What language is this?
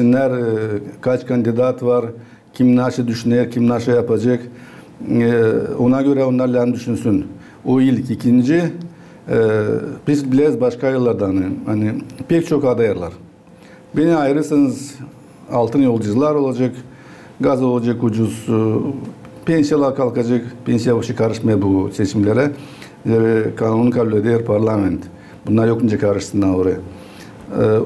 Gagauz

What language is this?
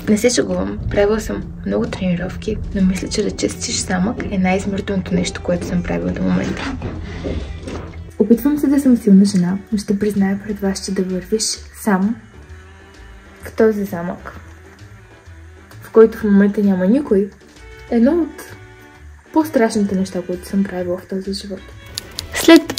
Bulgarian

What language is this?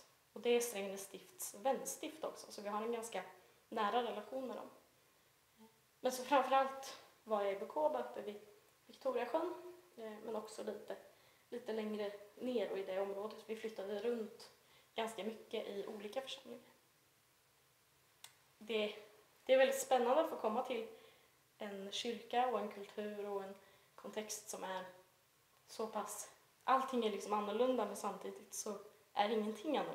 Swedish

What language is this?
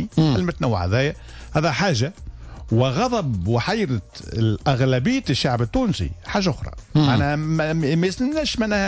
Tunisian Arabic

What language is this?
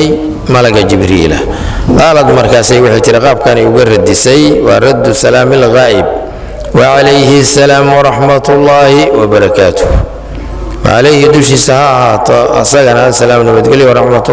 Somali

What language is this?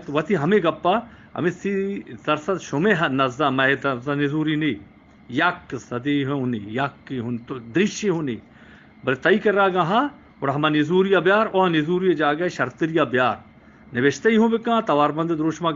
Eastern Balochi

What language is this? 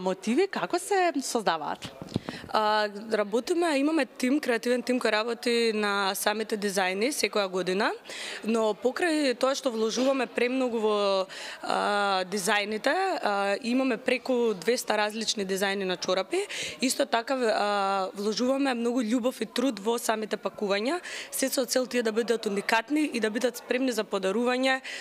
Macedonian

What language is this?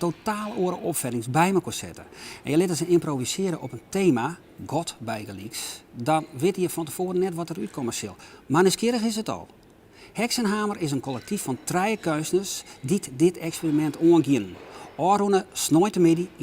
Western Frisian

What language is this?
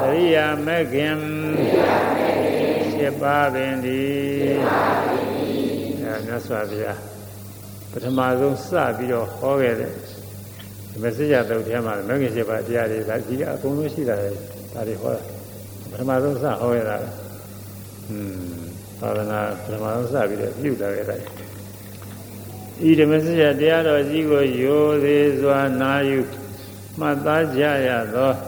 Burmese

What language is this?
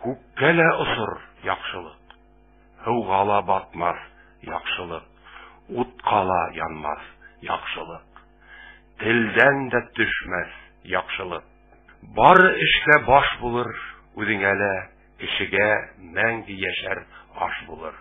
Bashkir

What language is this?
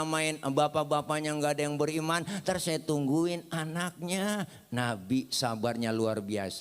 Betawi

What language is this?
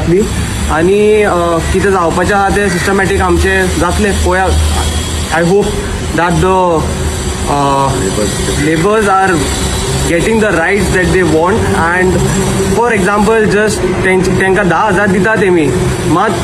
Konkani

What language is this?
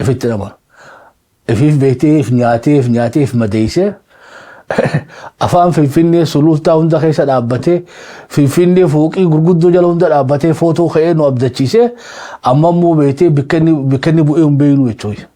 Oromo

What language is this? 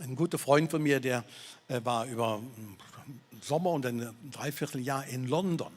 Swiss German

